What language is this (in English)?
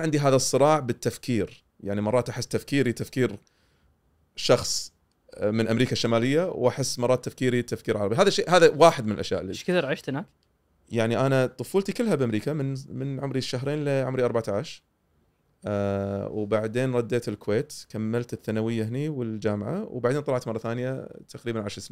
Gulf Arabic